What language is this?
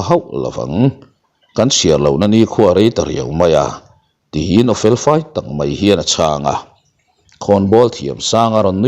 Mizo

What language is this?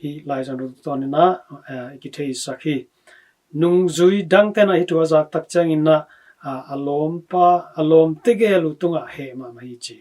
Tedim Chin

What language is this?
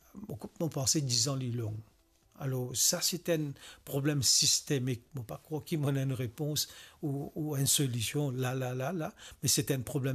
Morisyen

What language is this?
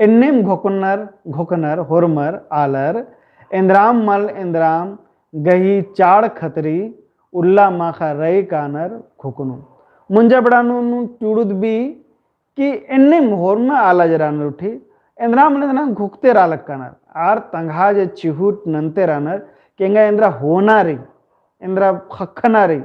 Kurukh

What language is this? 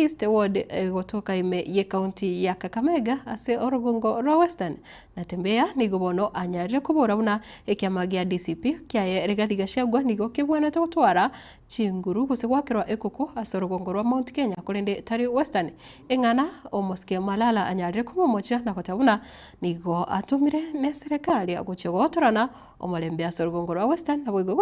Gusii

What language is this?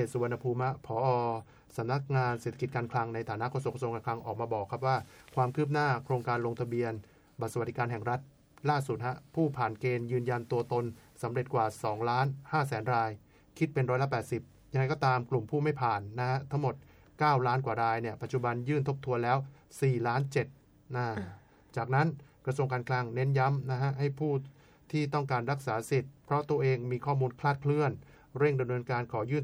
Thai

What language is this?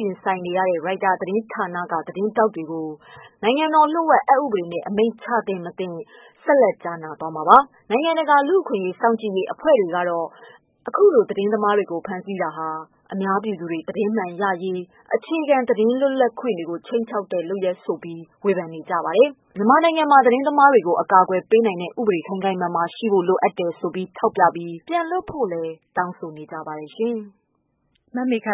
Burmese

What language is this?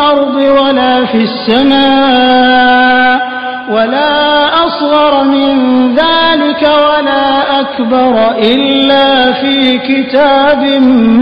Malayalam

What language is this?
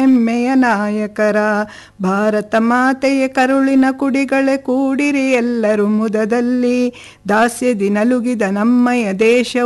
Kannada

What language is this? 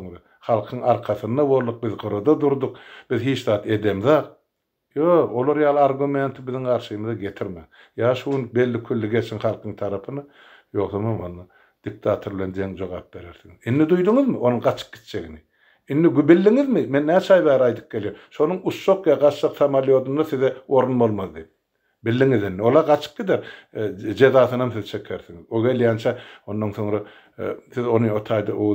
Turkmen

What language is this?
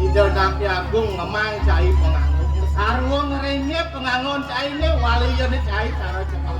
Balinese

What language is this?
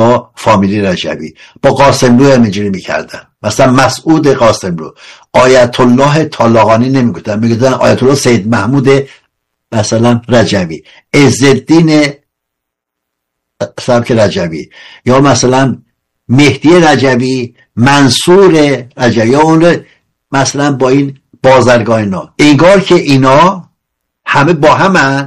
Persian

